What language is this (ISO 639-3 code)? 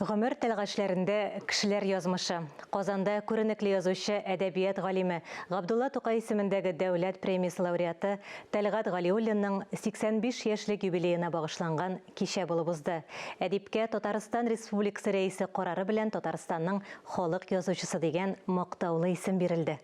tat